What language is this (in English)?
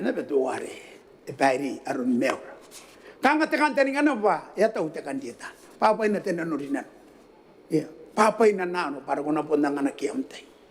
Gilbertese